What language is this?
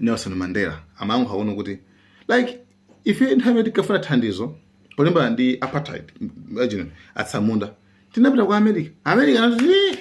Nyanja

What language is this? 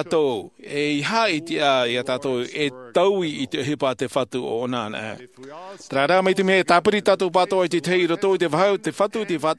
Tahitian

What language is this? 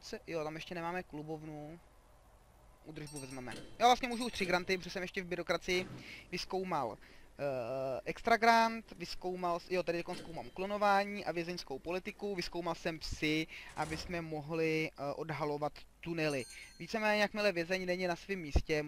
Czech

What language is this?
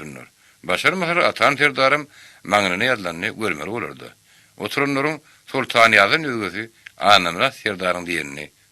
Turkmen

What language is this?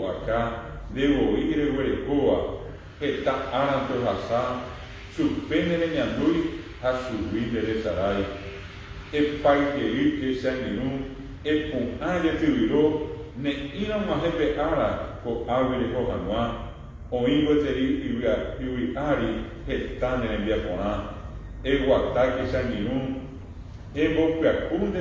Guarani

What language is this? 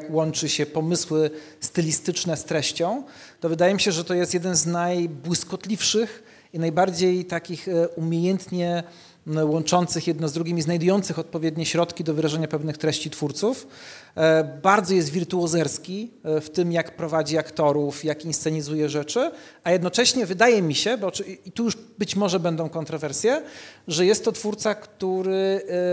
Polish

